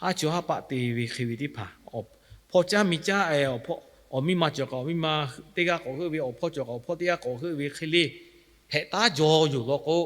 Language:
Lahu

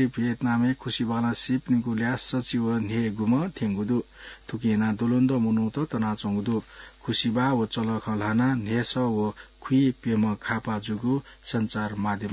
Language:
Newari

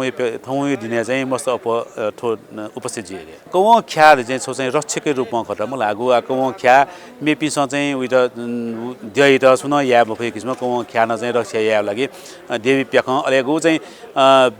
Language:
Newari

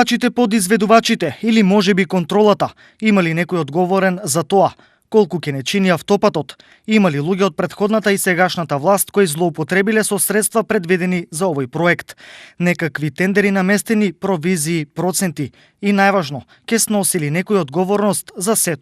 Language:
Macedonian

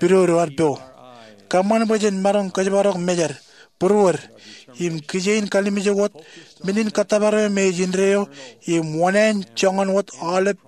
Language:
Marshallese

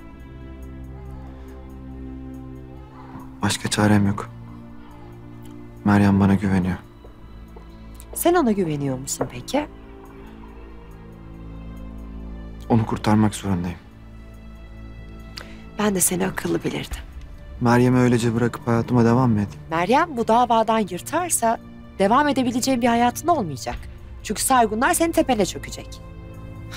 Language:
Turkish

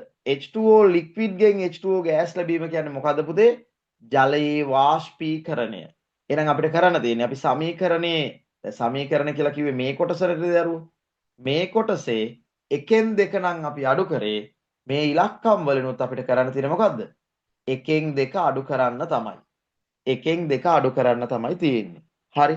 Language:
Sinhala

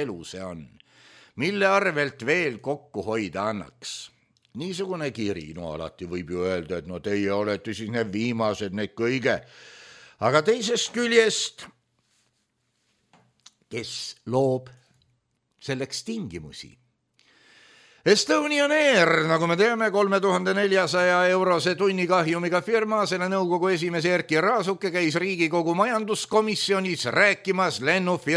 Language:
Estonian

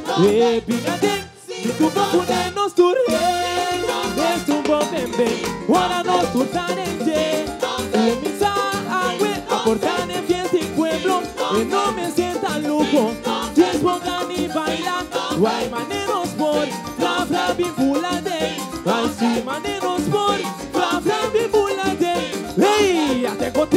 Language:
Papiamento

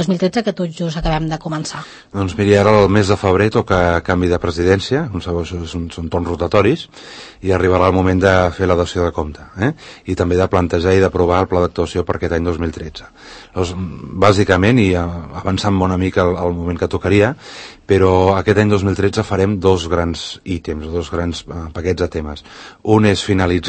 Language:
Catalan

